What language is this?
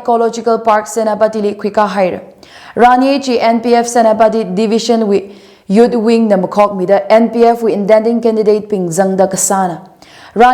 Tangkhul Naga (India)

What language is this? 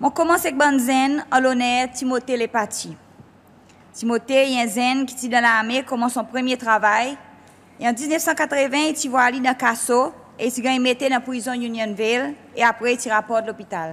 Seselwa Creole French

